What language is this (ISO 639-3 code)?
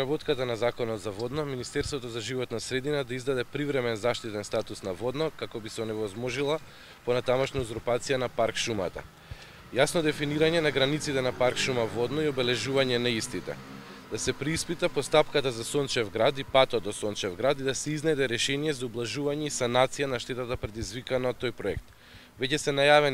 mkd